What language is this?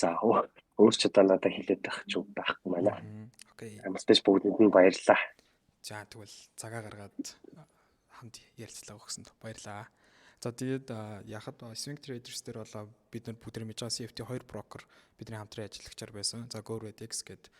Mongolian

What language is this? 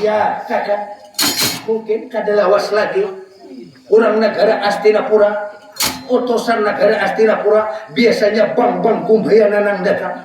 Banjar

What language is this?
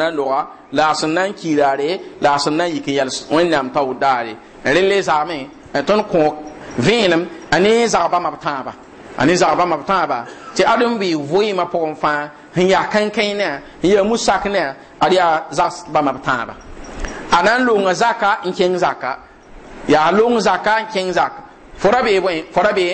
Mossi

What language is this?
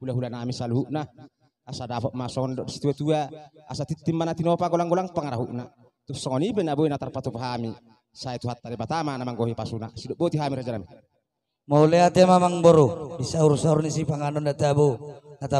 Batak Toba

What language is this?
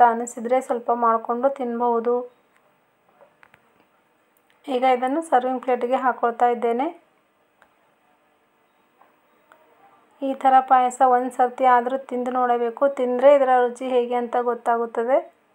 Kannada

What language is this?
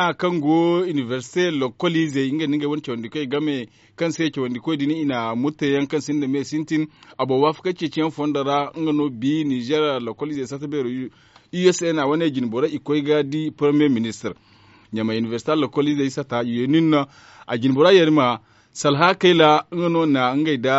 Zarma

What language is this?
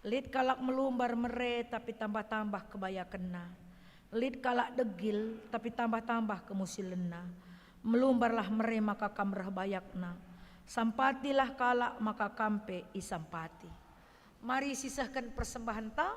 Batak Karo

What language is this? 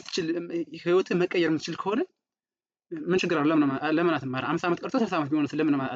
Amharic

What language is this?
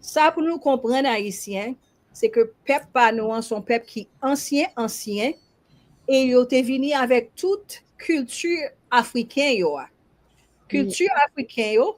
Haitian Creole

